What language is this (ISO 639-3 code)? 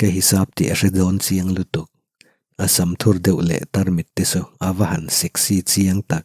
lus